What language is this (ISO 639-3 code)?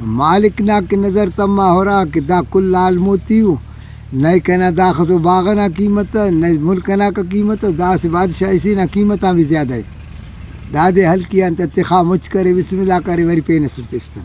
brh